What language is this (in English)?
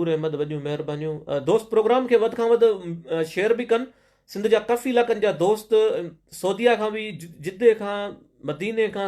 Sindhi